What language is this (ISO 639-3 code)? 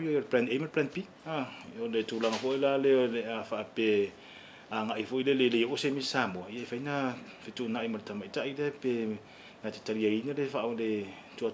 smo